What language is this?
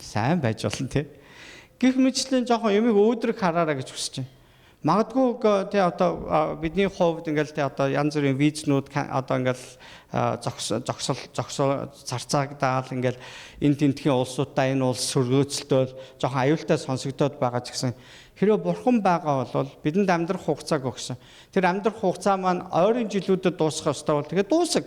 Mongolian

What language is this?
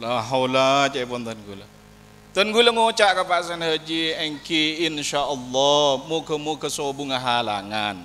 Madurese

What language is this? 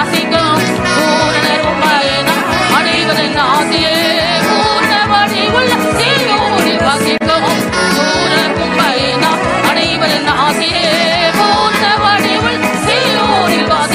Tamil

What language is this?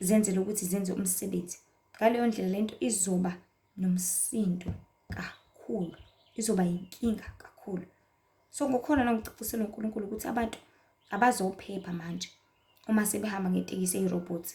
Zulu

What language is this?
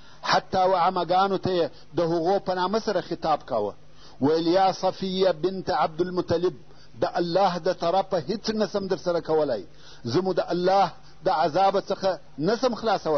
Pashto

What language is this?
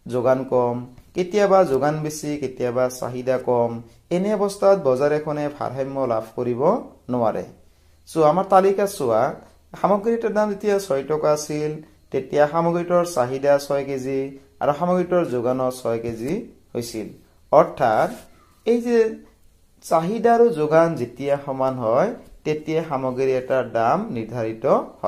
Assamese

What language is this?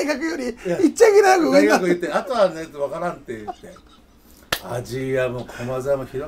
Japanese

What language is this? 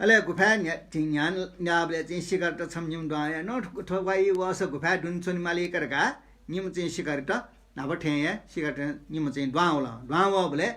Newari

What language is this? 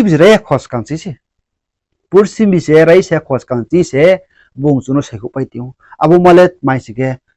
Riang (India)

